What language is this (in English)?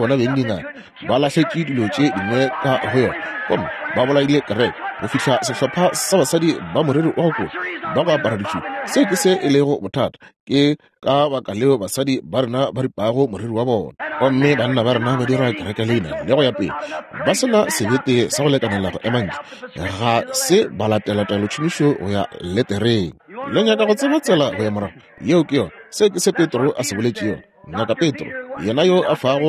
Northern Sotho